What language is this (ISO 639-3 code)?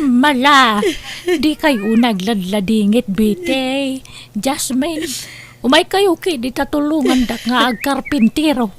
ilo